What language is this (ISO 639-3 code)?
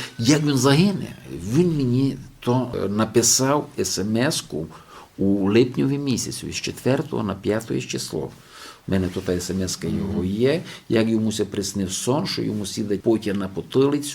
rue